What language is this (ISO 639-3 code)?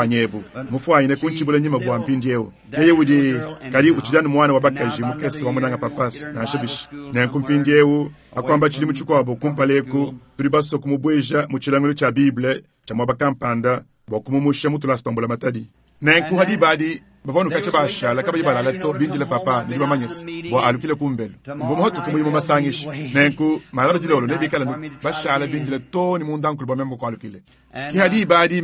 lua